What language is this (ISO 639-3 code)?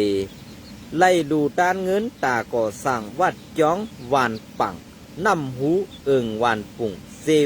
shn